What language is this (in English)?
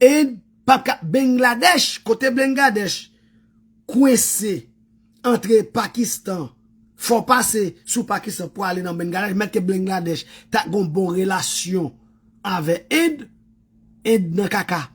Haitian Creole